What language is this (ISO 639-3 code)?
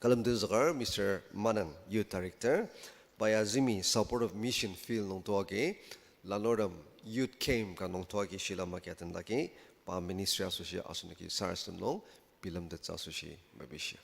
njo